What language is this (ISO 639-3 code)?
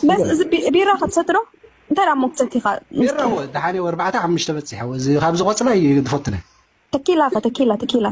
tir